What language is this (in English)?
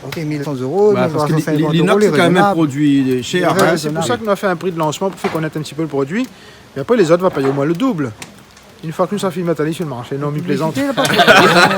Réunion Creole French